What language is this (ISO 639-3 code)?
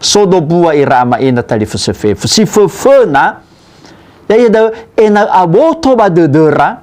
nia